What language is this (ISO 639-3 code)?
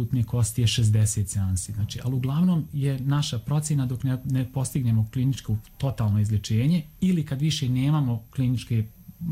hrv